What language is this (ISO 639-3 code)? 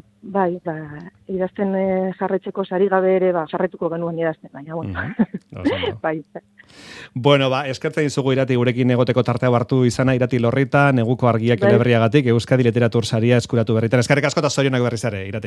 eus